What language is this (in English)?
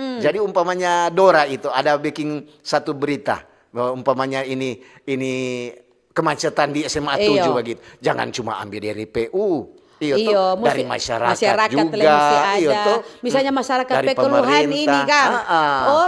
Manado Malay